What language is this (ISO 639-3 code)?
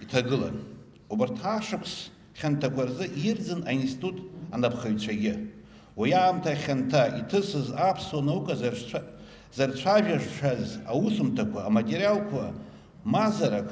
abk